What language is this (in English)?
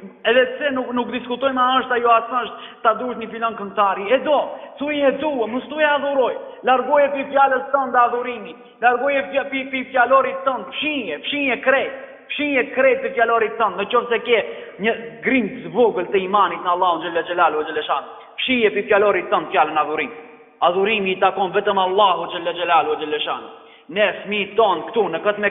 Albanian